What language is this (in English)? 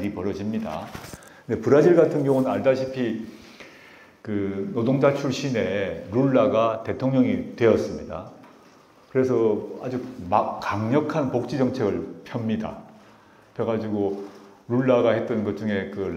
Korean